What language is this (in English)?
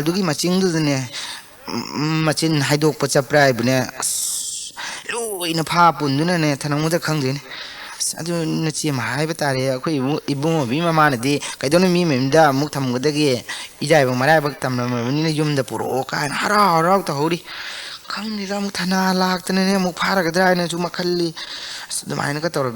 Manipuri